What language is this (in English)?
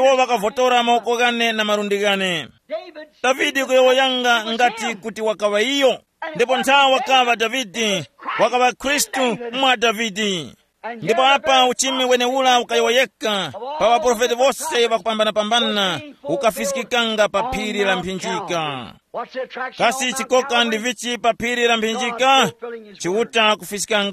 Tumbuka